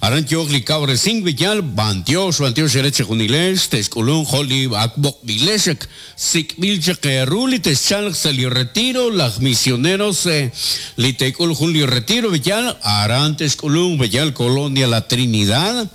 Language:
Kekchí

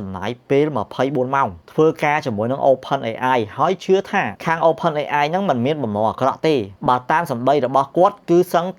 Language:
Khmer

